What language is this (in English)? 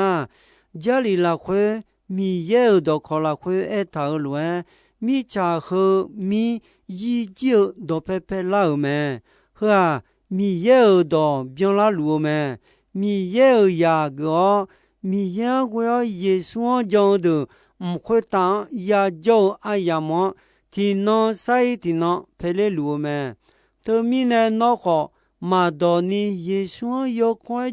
Akha